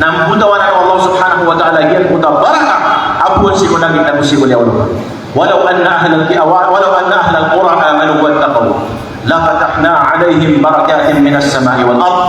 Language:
Maranao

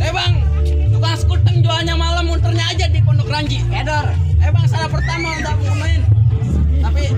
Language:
Betawi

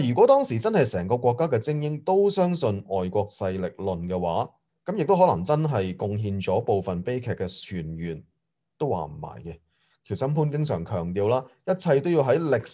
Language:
Cantonese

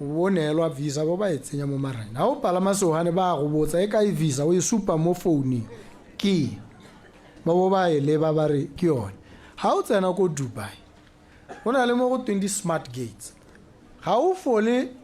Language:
Tswana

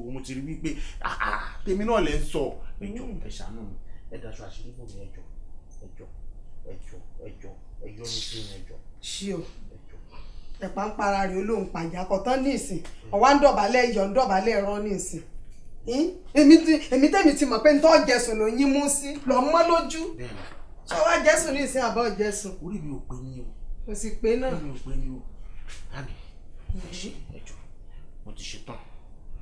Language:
Yoruba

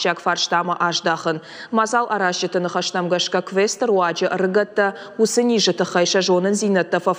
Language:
Ossetic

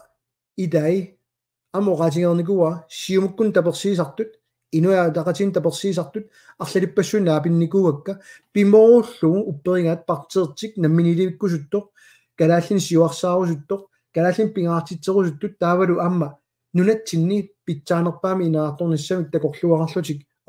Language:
Kalaallisut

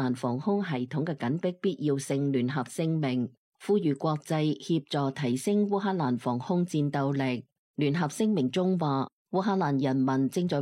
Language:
Cantonese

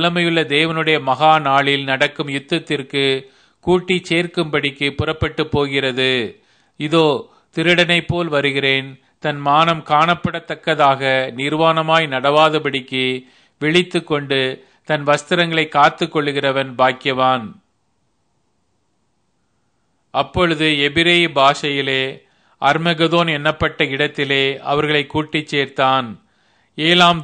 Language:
Tamil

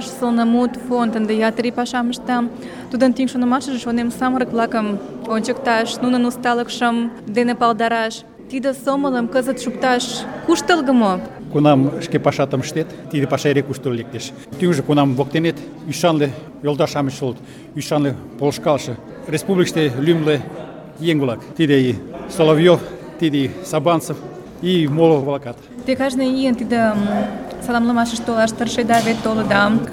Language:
Mari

